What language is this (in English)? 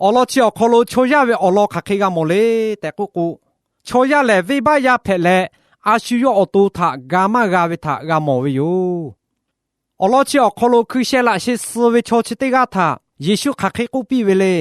Lahu